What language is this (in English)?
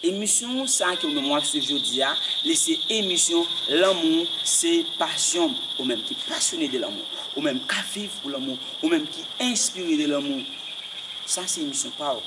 Haitian Creole